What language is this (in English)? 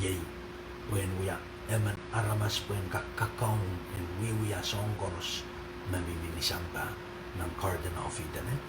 Pohnpeian